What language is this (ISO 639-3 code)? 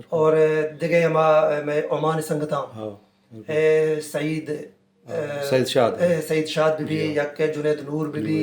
bal